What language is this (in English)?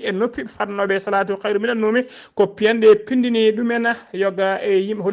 Fula